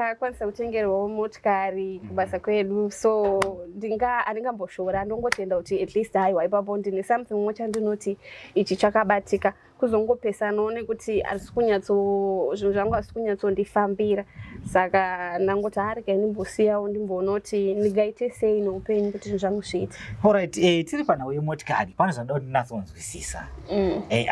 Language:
Shona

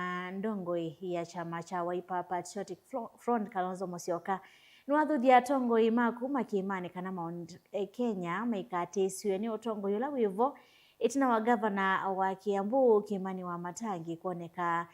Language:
Kamba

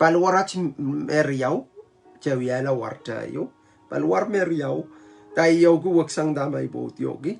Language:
Pohnpeian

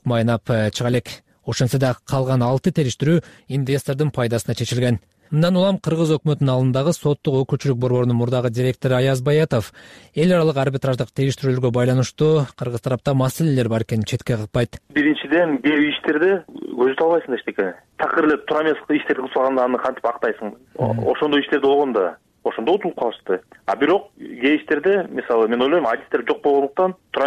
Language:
Kyrgyz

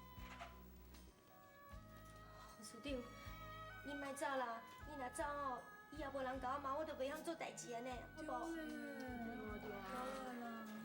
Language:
Min Nan Chinese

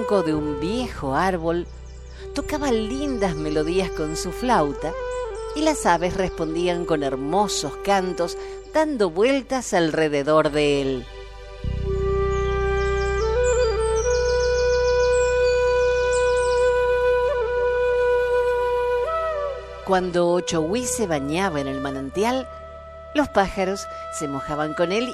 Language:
Spanish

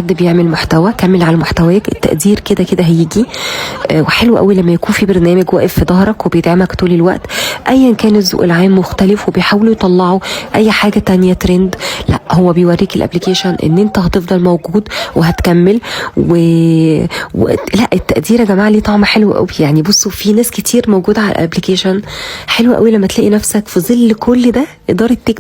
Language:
Egyptian Arabic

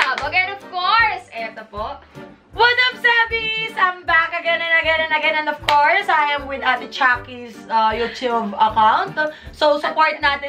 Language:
Filipino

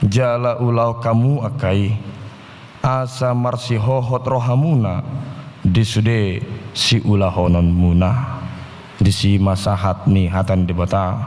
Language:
Batak Toba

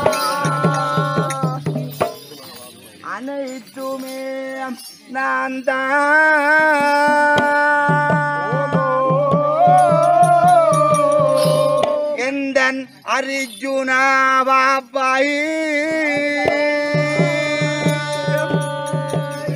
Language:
Tamil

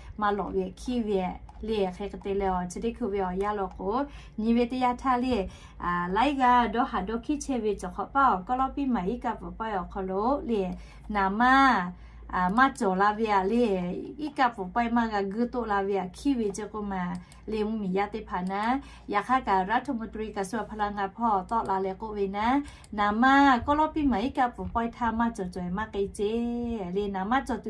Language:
Lahu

